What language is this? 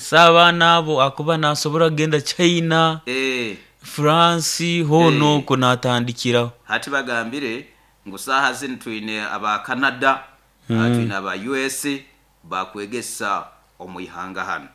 Nyoro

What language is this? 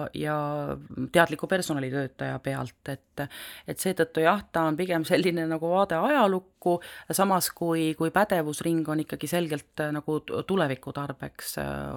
Estonian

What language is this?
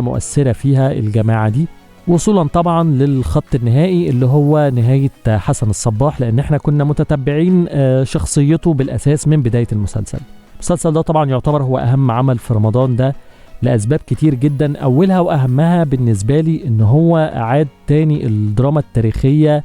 Egyptian Arabic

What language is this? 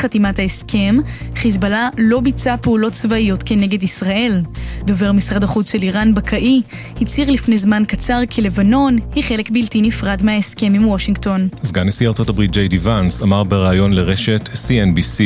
Hebrew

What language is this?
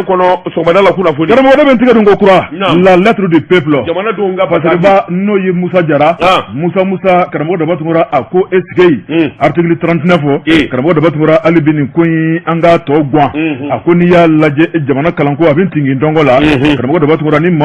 Bambara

